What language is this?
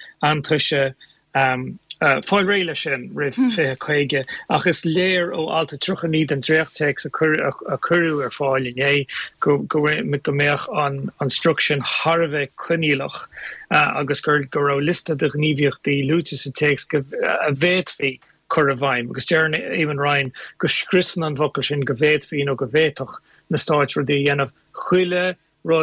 Irish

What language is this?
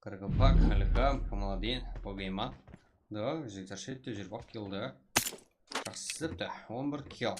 Kara-Kalpak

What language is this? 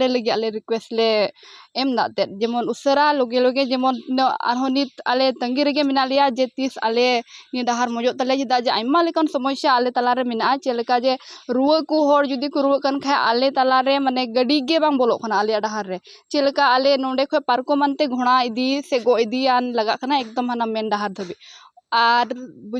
Santali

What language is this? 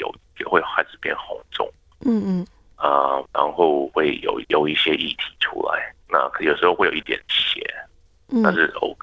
Chinese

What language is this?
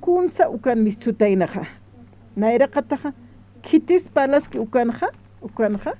Aymara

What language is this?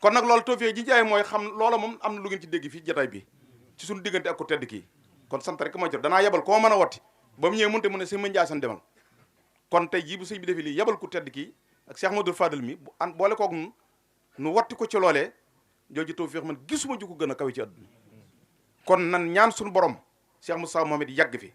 Wolof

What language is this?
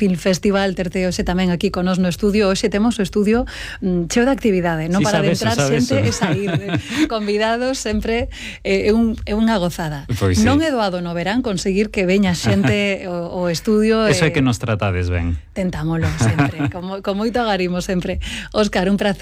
Galician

